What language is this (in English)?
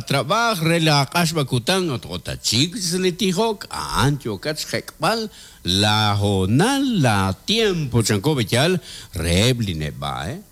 Kekchí